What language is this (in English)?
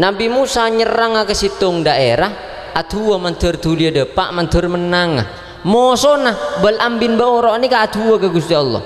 Madurese